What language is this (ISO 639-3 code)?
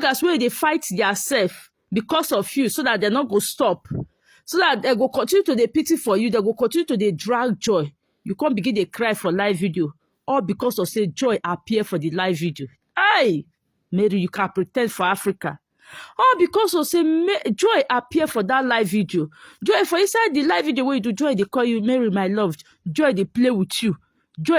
pcm